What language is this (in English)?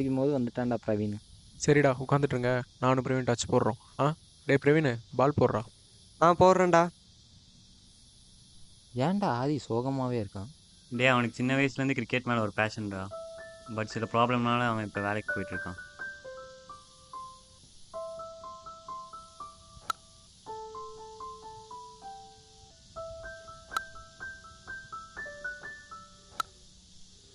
Tamil